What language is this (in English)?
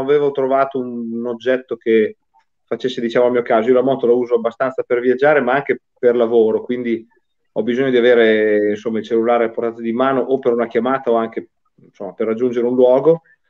Italian